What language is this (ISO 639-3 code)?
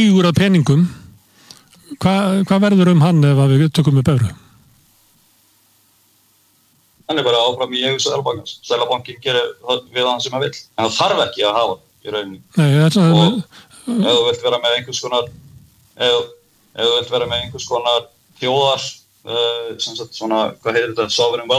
isl